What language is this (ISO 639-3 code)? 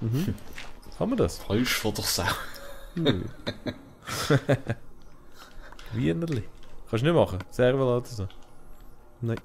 gsw